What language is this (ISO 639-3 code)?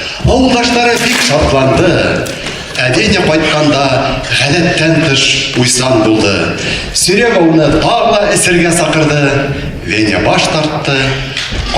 bak